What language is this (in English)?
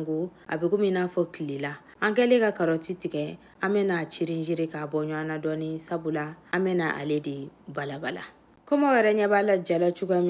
Bambara